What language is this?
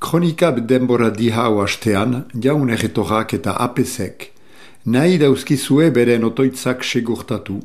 Basque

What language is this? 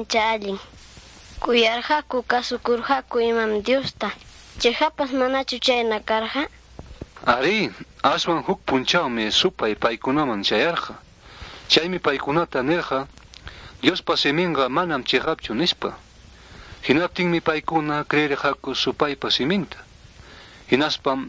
Ayacucho Quechua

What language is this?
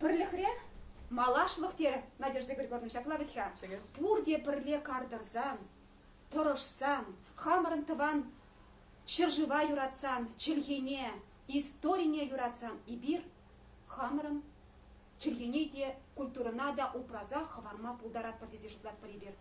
Chuvash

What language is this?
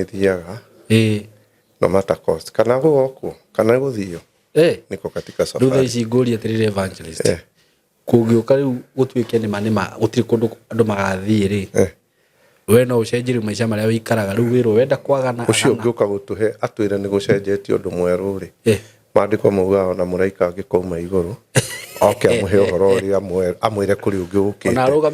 Kikuyu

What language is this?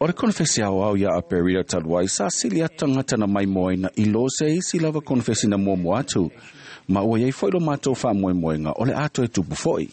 Samoan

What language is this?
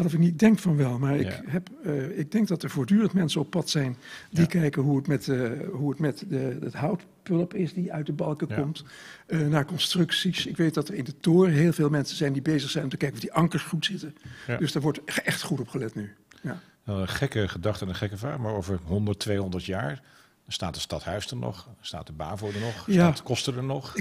Dutch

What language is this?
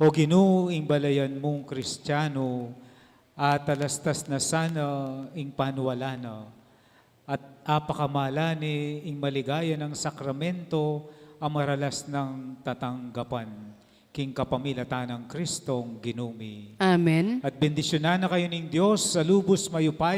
Pampanga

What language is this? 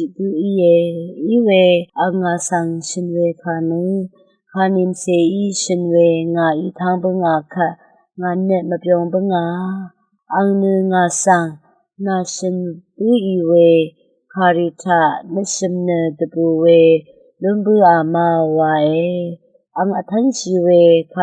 Rawang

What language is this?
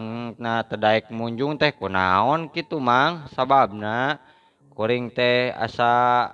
Sundanese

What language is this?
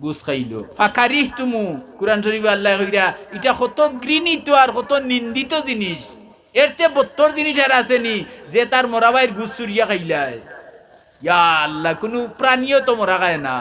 Sylheti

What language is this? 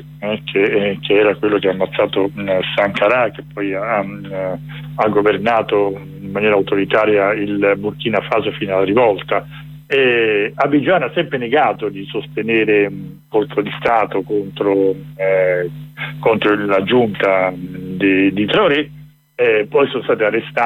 Italian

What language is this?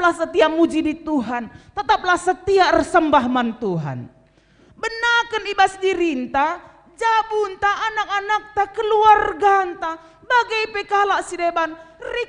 Batak Karo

